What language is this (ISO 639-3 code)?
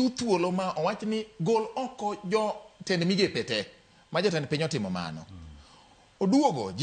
luo